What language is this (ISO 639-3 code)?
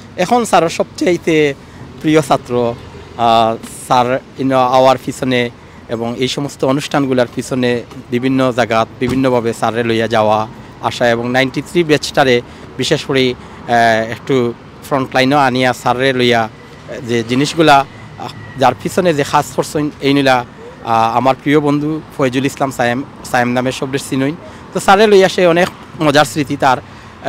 syl